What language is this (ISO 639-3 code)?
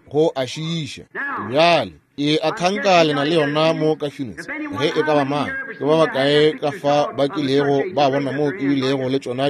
nso